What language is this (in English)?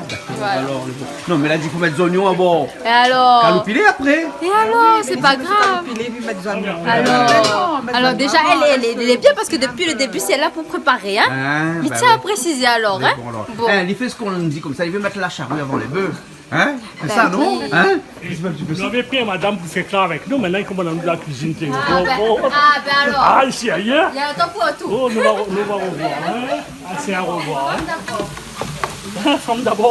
Réunion Creole French